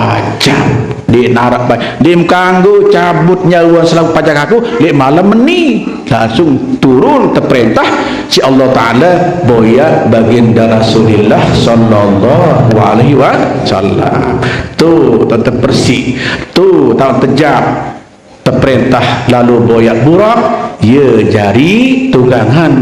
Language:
Sasak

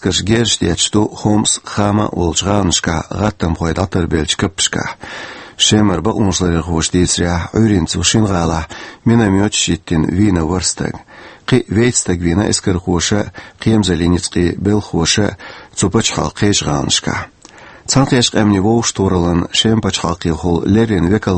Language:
Chechen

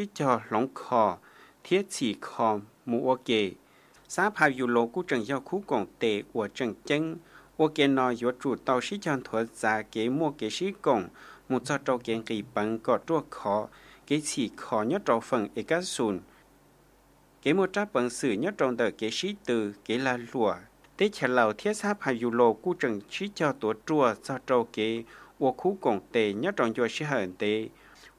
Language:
Lao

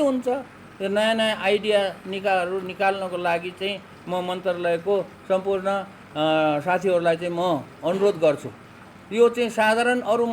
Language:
Nepali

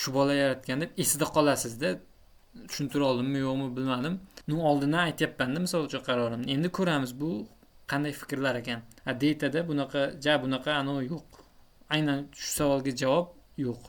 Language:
Uzbek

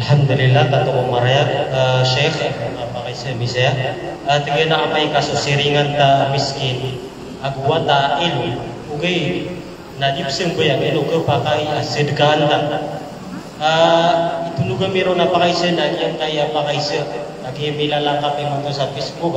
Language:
Maranao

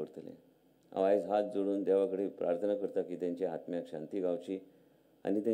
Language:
Konkani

